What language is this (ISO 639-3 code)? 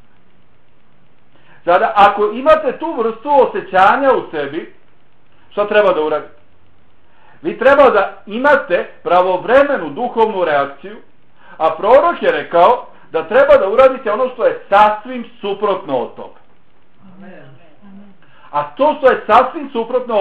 bos